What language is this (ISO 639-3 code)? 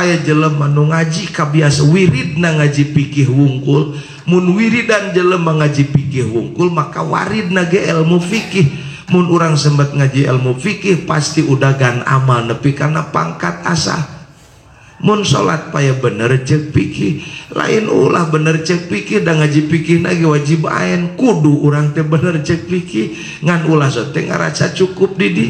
sun